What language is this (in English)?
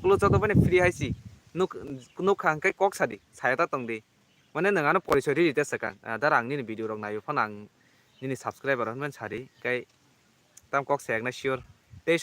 Kok Borok